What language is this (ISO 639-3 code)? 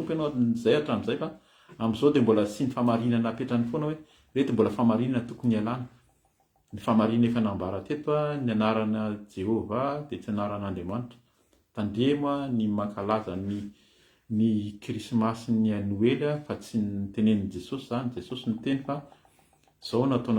mlg